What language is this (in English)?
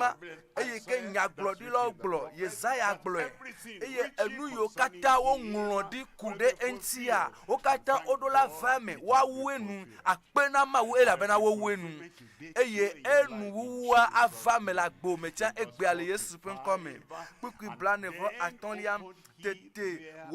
Ewe